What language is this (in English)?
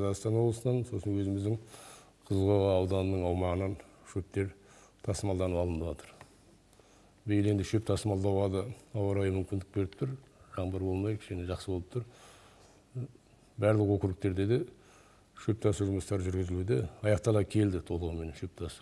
Kazakh